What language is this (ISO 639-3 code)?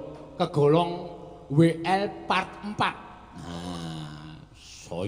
jav